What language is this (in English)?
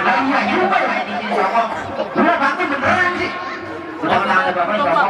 Betawi